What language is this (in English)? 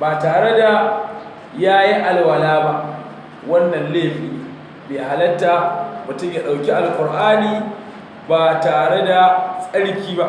Hausa